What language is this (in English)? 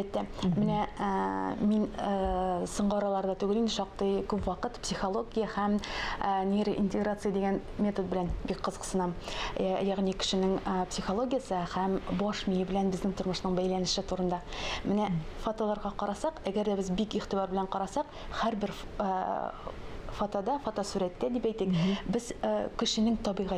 Tatar